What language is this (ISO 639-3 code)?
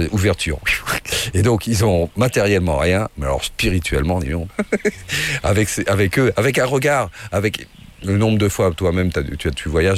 fra